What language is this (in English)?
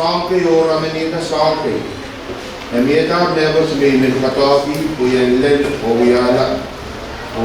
Pohnpeian